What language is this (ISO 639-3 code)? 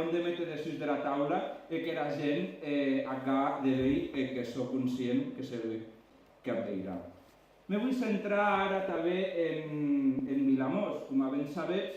oci